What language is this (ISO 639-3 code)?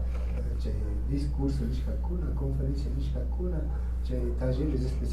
qvi